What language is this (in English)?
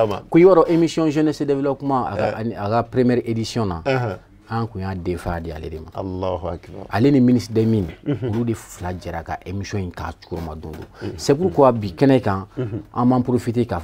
Bambara